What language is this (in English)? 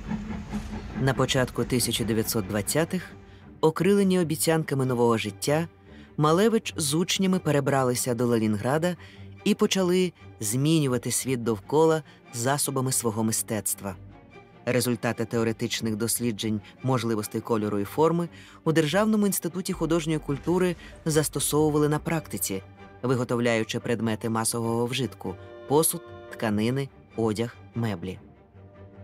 Ukrainian